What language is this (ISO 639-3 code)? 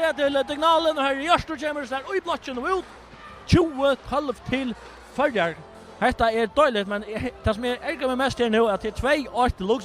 fao